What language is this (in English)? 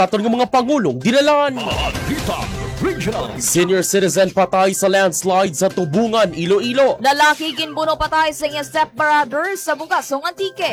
Hiligaynon